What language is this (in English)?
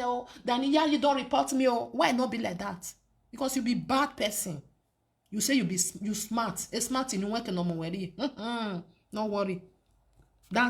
Nigerian Pidgin